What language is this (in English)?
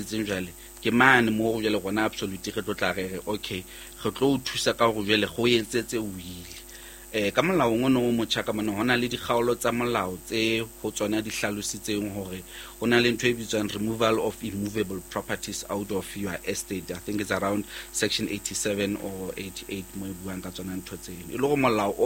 Southern Sotho